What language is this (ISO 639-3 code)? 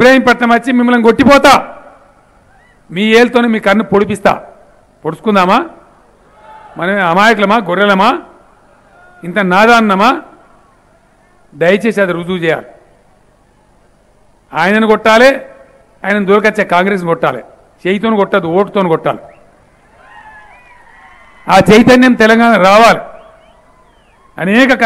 tel